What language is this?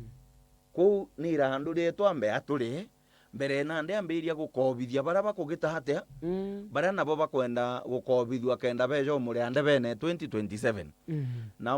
Meru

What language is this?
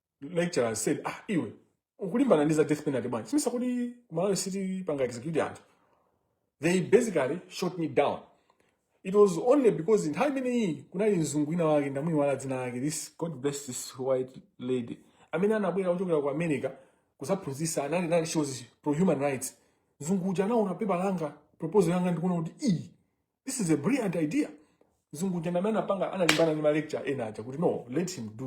Nyanja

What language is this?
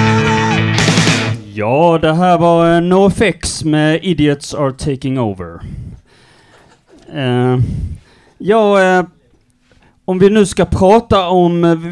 Swedish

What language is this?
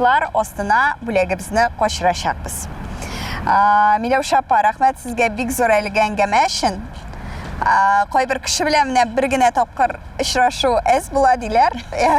Tatar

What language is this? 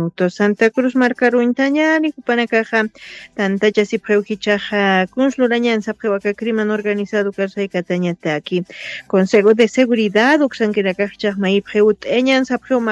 Aymara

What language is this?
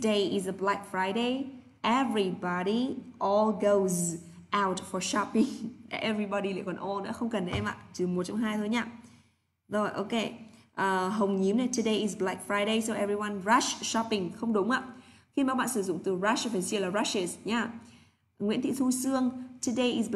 Vietnamese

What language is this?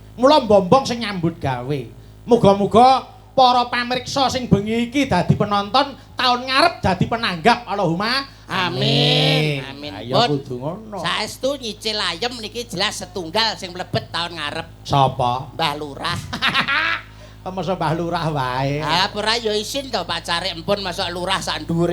Javanese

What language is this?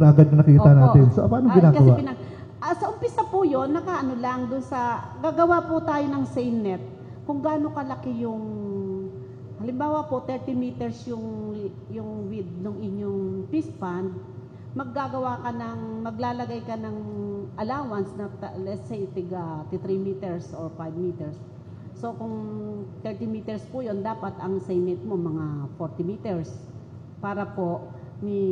Filipino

